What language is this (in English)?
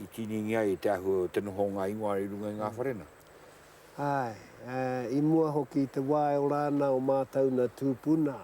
Māori